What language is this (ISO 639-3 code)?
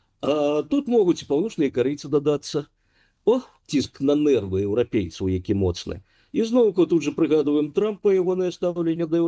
bel